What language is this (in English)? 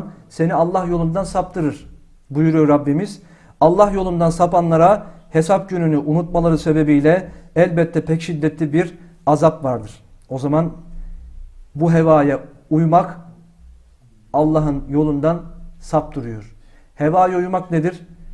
Turkish